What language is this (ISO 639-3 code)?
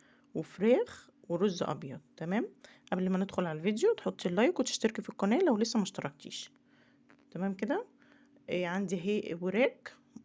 arz